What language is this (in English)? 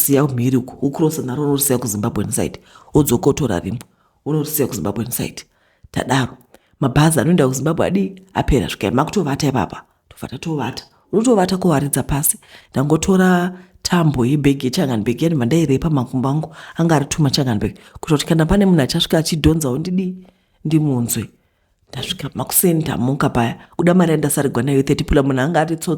Shona